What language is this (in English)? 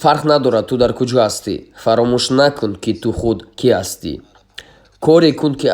Tajik